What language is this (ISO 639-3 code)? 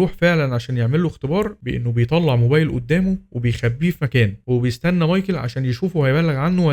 arz